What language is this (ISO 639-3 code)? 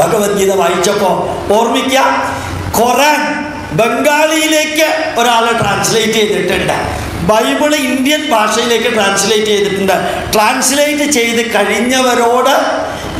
mal